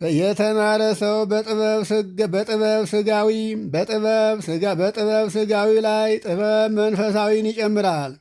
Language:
Amharic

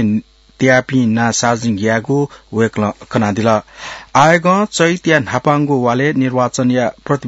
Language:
Newari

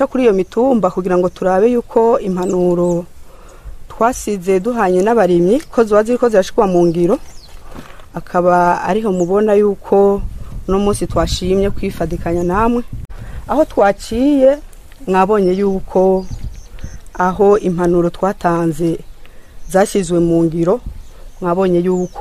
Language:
Rundi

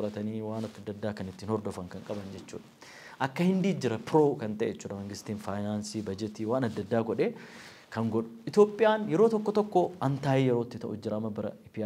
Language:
Oromo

